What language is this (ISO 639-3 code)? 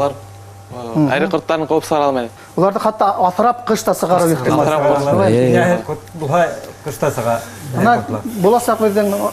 bak